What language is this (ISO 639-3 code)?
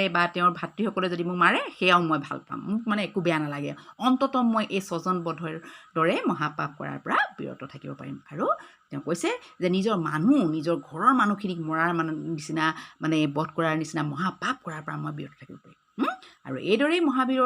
asm